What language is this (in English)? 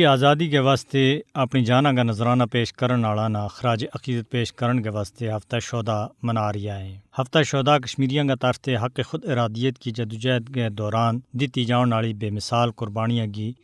Gujari